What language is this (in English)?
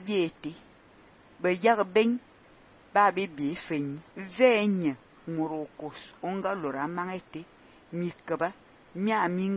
Fang